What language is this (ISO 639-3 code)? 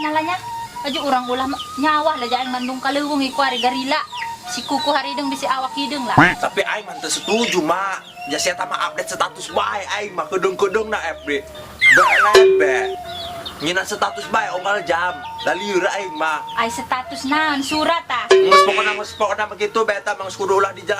sun